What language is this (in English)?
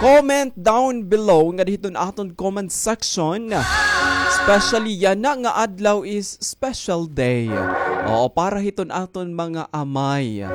Waray